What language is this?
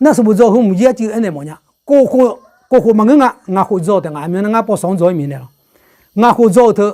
Akha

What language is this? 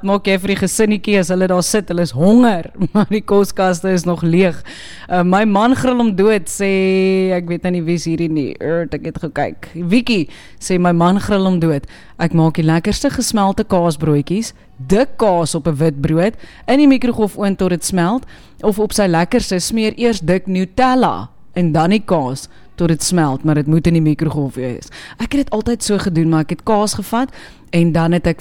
Afrikaans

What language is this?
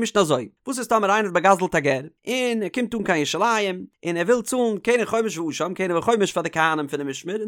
Yiddish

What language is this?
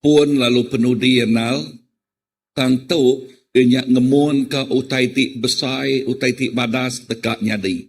Iban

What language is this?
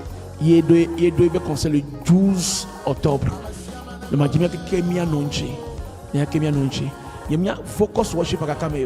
Ewe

